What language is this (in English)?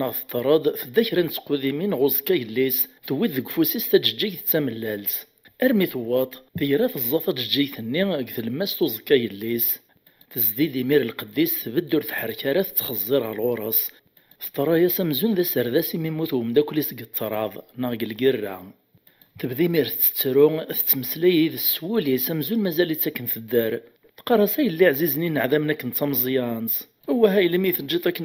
Kabyle